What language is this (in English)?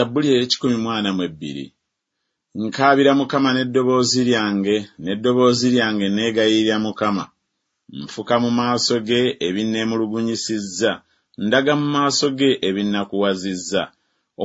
Ganda